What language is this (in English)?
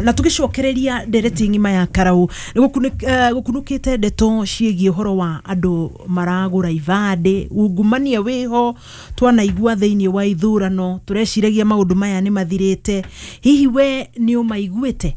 Kikuyu